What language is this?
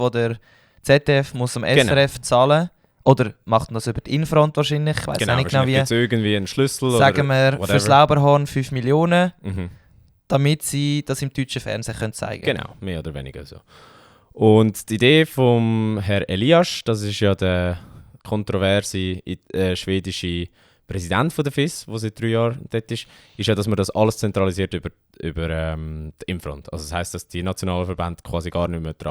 Swiss German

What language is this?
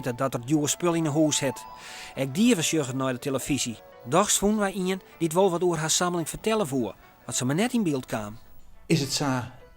Western Frisian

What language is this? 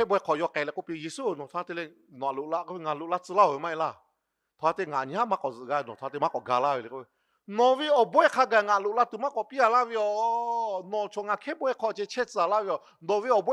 Lahu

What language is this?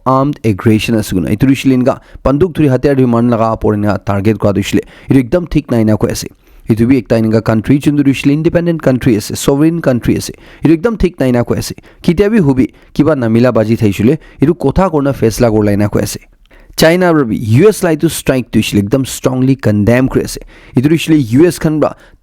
Naga Pidgin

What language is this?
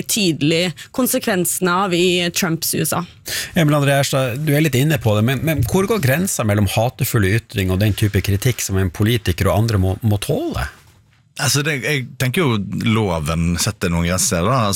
Norwegian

